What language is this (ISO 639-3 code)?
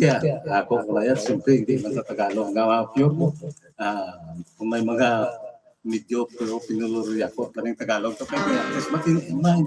hil